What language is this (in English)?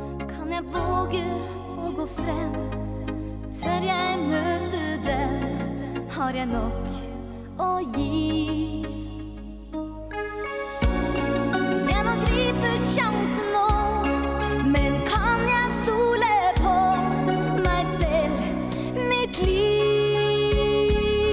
Norwegian